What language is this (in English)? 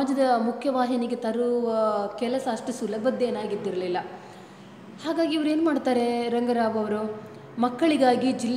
Kannada